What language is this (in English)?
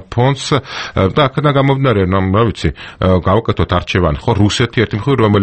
Georgian